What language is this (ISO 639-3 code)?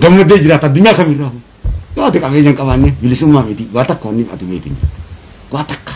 orm